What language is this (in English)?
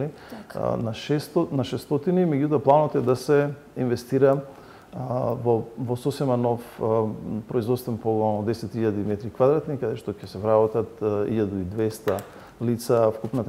Macedonian